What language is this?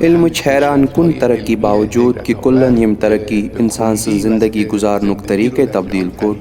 Kashmiri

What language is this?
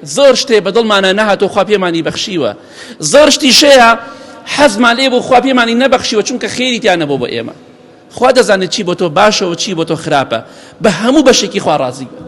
Central Kurdish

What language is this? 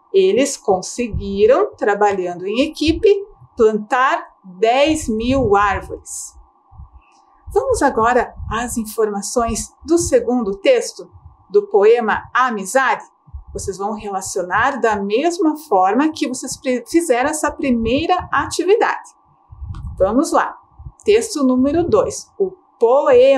Portuguese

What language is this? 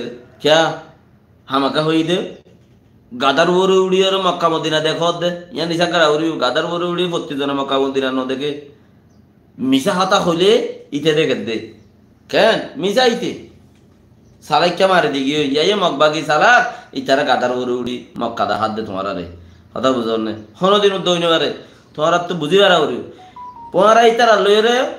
Rohingya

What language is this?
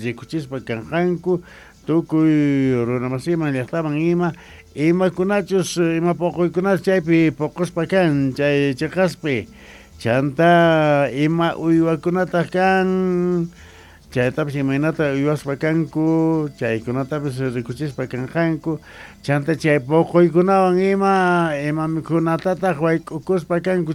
Quechua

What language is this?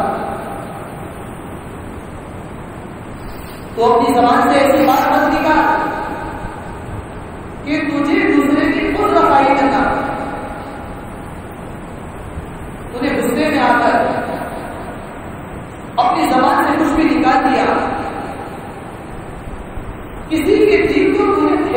Urdu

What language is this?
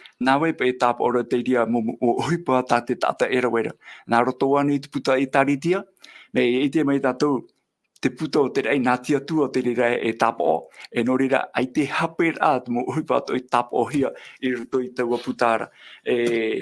Tahitian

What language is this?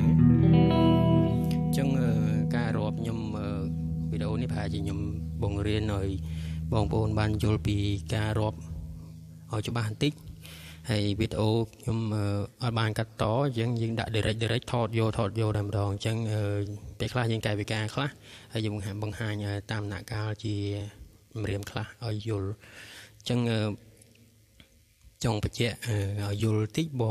Khmer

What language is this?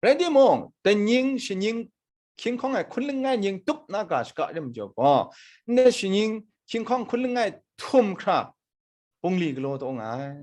Kachin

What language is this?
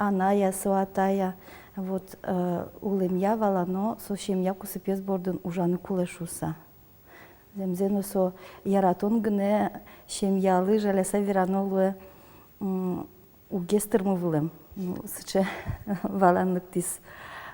Udmurt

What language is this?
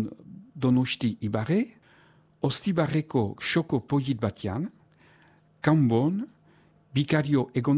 Basque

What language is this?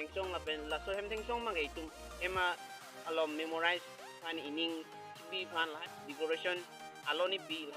Karbi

